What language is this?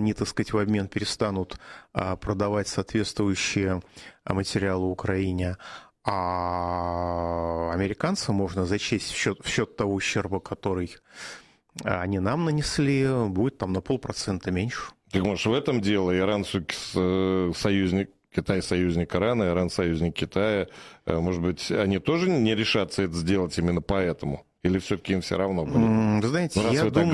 Russian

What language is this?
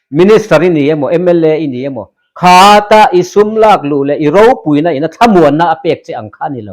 Mizo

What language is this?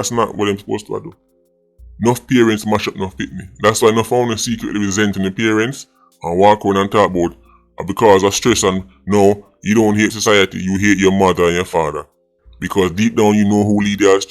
Jamaican Creole English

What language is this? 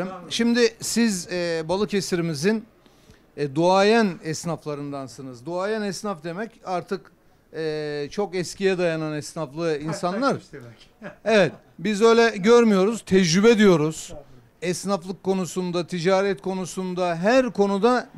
Turkish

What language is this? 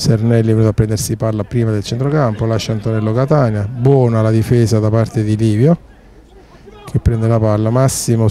Italian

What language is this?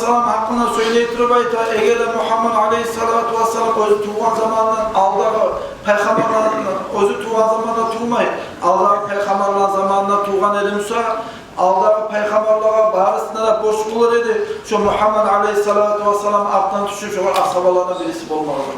Kumyk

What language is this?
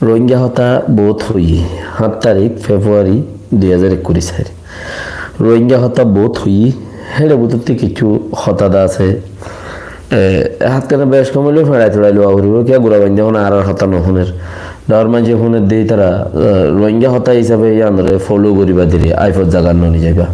Rohingya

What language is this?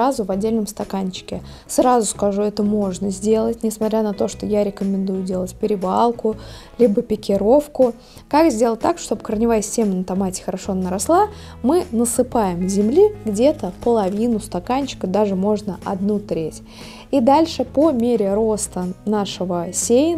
Russian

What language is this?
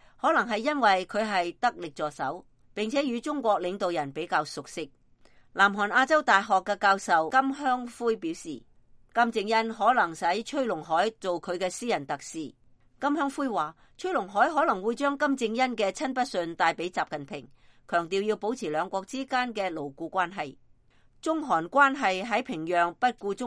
Cantonese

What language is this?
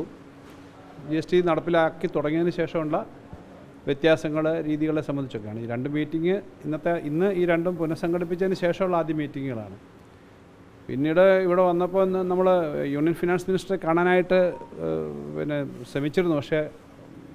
Malayalam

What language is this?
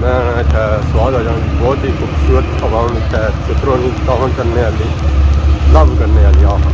Pahari-Potwari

